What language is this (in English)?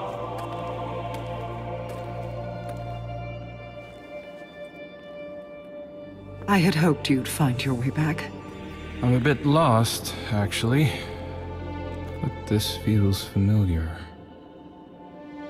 English